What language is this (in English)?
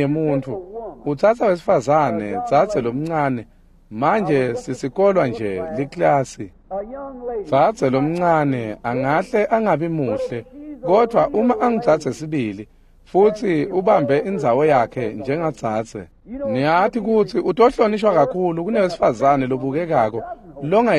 Swati